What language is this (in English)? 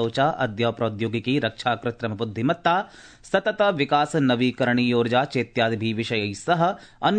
Sanskrit